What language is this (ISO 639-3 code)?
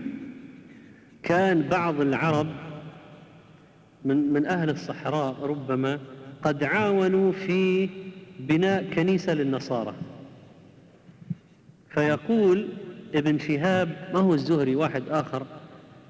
ara